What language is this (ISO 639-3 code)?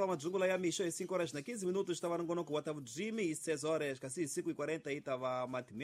tso